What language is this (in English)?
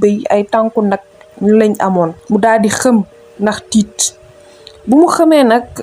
Wolof